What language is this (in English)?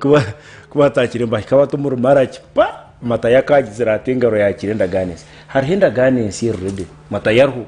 Nyankole